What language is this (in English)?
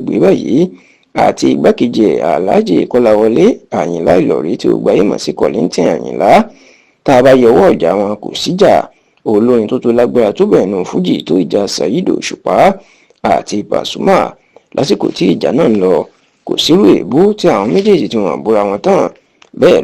Yoruba